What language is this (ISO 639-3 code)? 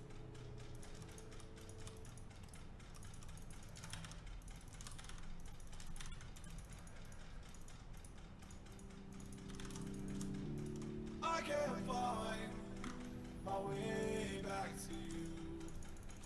eng